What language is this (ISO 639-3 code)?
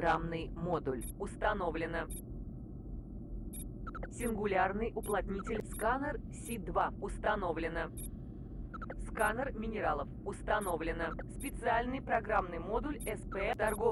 rus